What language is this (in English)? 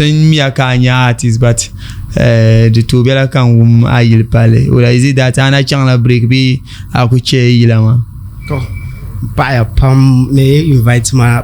Dagbani